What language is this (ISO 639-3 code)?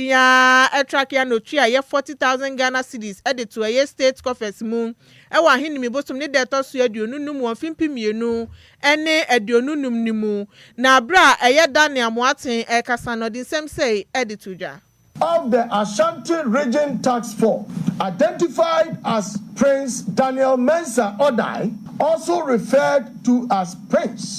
aka